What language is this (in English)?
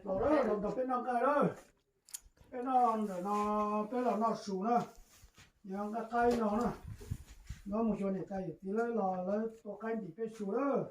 Hmong